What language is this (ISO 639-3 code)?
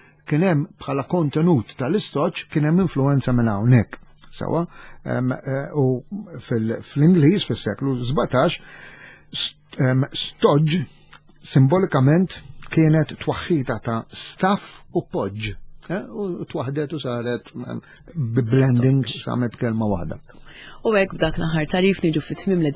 mlt